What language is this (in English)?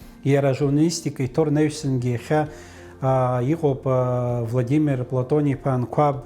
Abkhazian